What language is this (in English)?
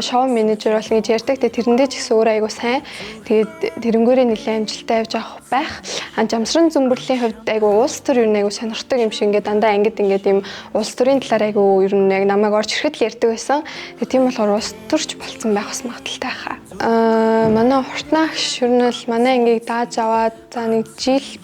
Mongolian